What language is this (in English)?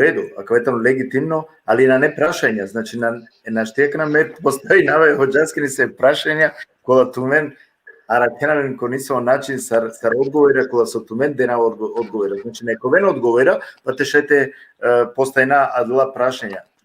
Balkan Romani